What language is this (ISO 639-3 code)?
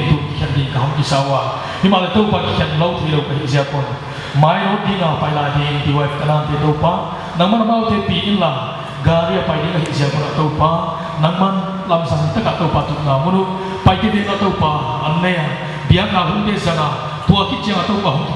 pck